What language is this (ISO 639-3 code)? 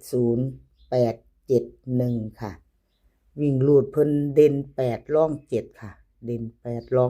tts